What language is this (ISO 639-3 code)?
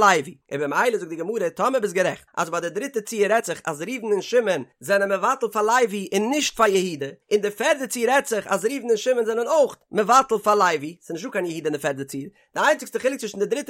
yid